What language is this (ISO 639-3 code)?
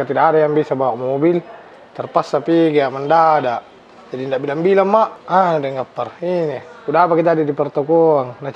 mfp